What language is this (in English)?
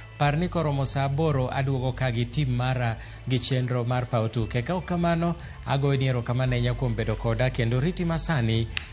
Luo (Kenya and Tanzania)